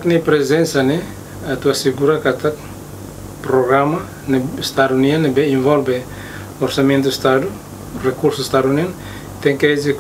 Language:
Tetum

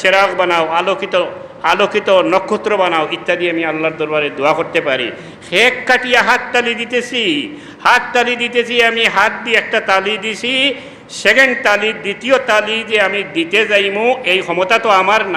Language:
Sylheti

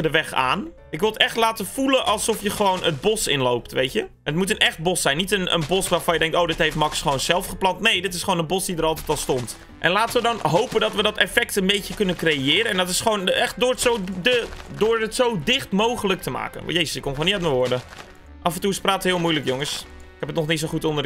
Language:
Dutch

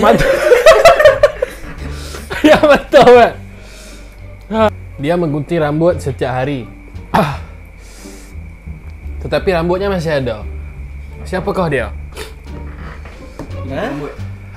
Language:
Malay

